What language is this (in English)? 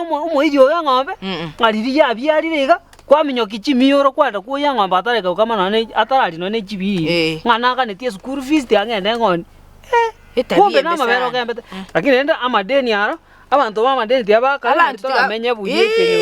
Gusii